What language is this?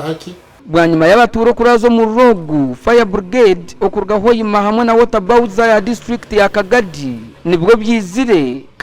Nyankole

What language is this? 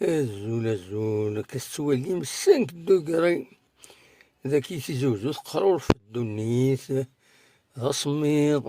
Kabyle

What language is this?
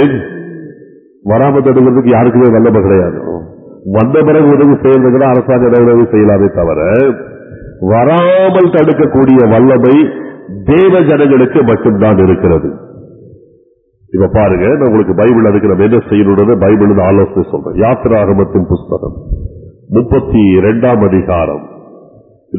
Tamil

